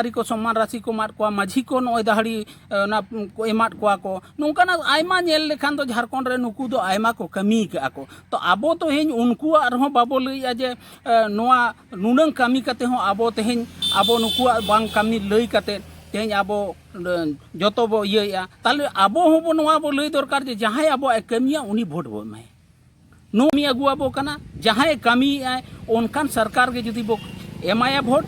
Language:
Santali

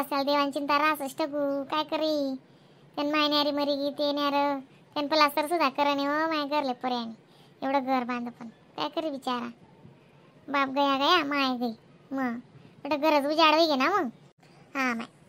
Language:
Khandesi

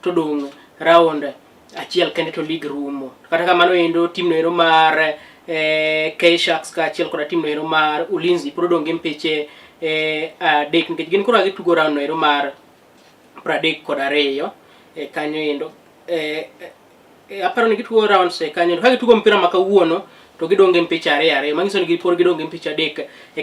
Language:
Luo (Kenya and Tanzania)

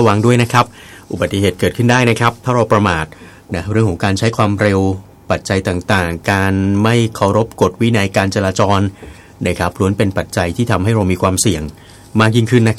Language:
Thai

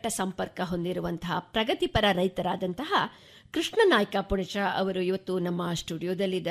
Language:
Kannada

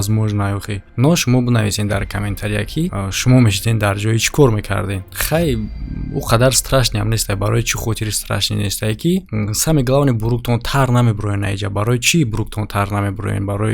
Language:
Tajik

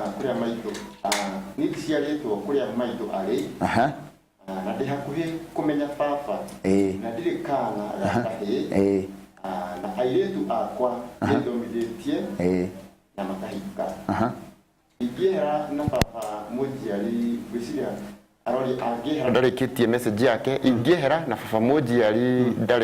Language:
Kikuyu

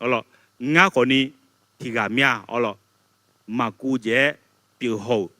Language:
Akha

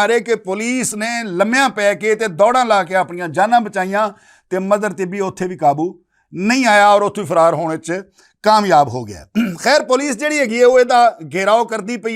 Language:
Western Panjabi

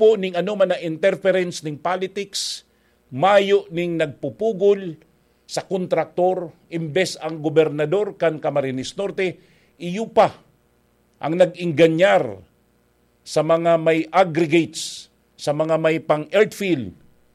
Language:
Bikol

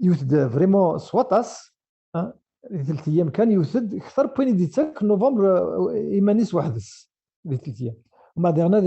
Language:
Kabyle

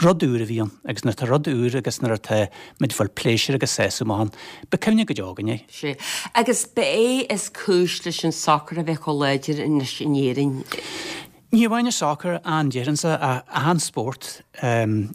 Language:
Irish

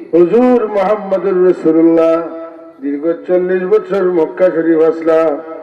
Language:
Sylheti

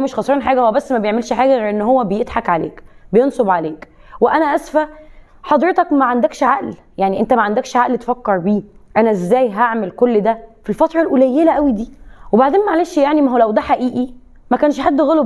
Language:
Egyptian Arabic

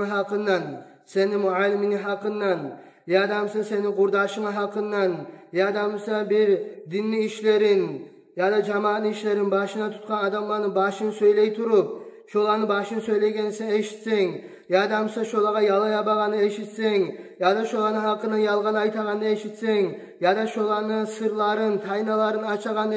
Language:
Kumyk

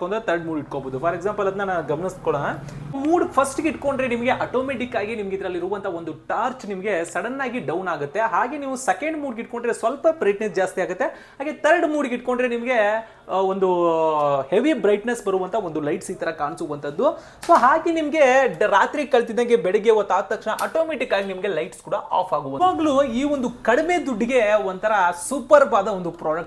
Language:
Kannada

